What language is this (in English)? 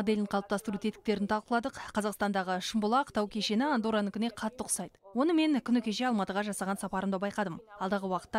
Kazakh